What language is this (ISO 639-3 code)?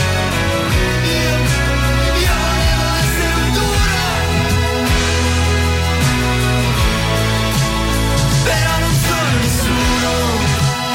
ita